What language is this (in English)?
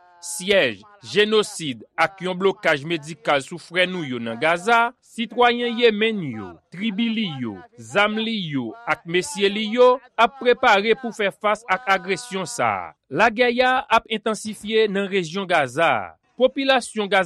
Haitian Creole